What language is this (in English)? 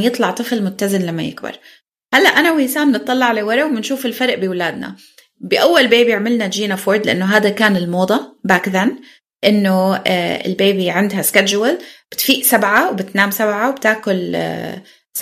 North Levantine Arabic